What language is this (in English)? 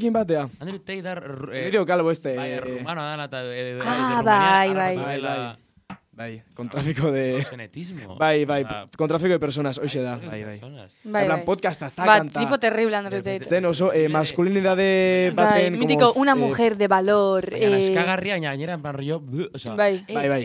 Basque